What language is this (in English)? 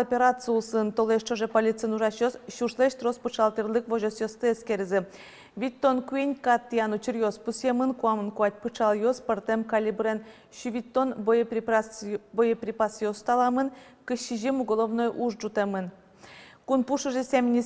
Udmurt